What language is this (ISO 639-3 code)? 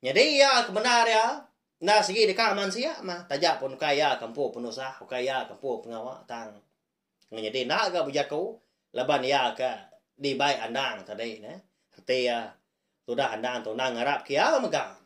iba